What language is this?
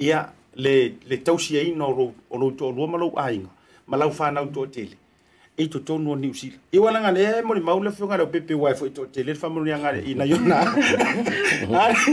Samoan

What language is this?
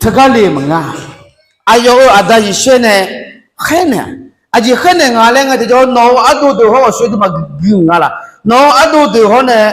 Akha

